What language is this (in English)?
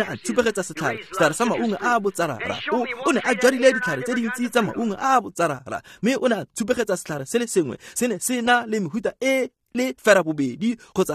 Tswana